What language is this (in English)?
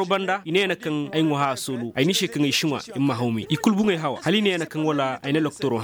Koyraboro Senni